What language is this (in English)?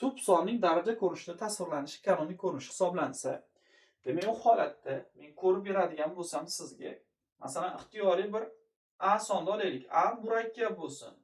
Uzbek